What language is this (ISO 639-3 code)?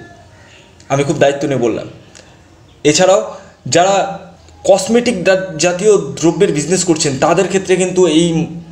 ben